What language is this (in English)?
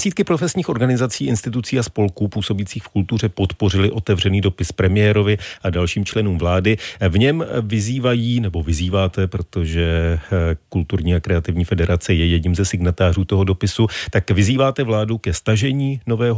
Czech